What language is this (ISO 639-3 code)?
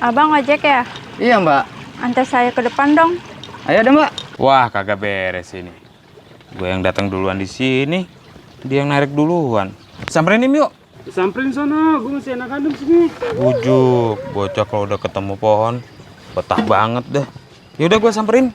bew